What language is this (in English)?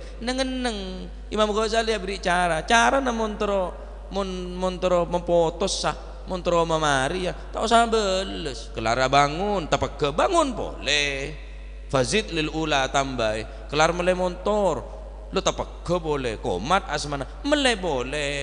Madurese